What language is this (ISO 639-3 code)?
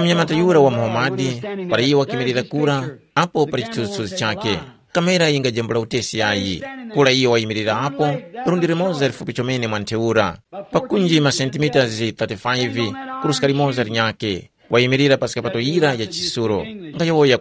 tum